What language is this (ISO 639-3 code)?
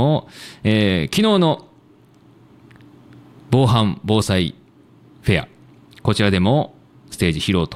jpn